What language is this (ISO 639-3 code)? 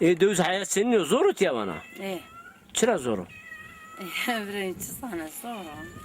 zza